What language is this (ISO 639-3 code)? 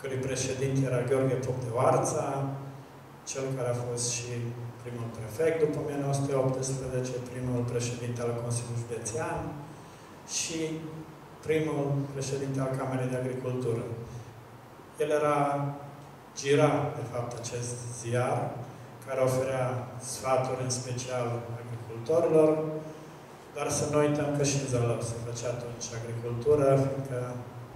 ron